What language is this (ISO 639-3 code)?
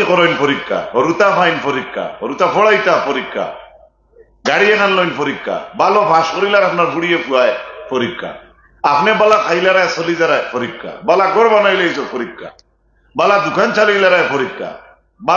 syl